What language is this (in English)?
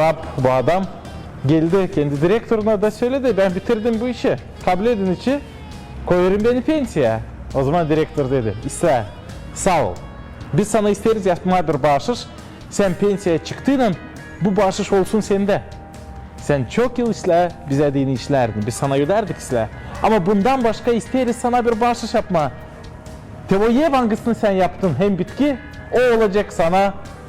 Gagauz